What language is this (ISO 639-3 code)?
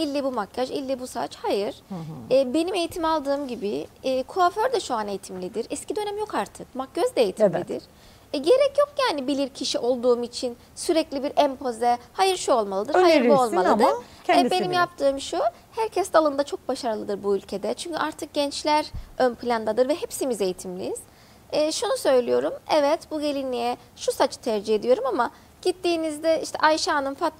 tur